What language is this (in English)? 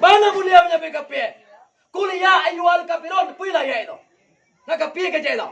Minangkabau